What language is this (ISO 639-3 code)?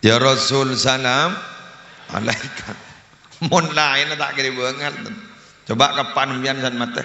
mad